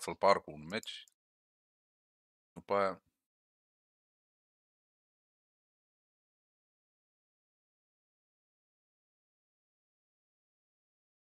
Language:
Romanian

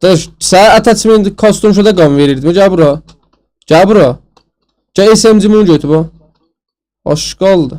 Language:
South Azerbaijani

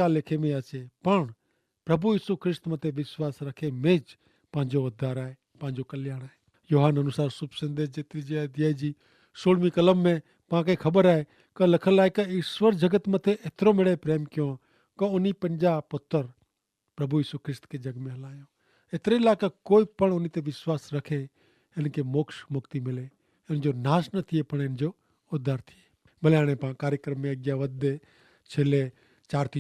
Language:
Kachhi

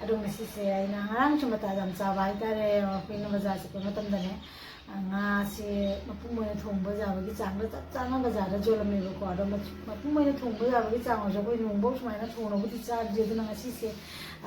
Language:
Manipuri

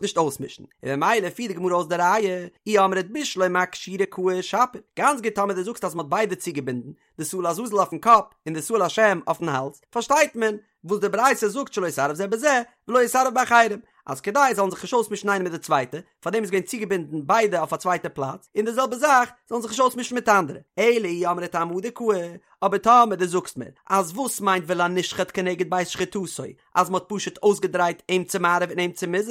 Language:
Yiddish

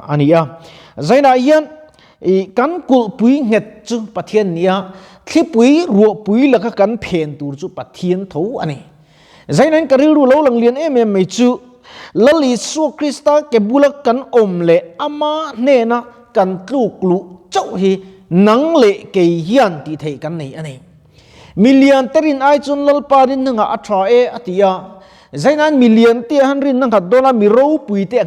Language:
Mizo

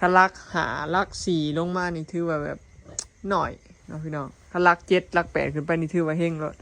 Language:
Lao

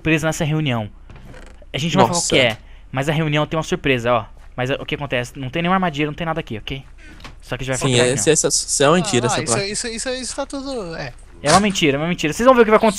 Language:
Portuguese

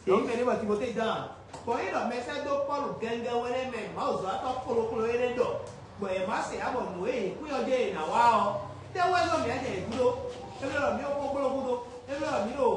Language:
Fon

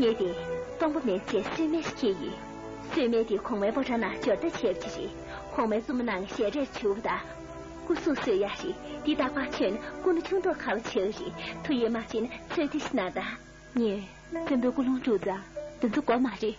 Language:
Tibetan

